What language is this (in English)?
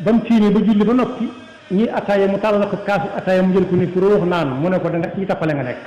Wolof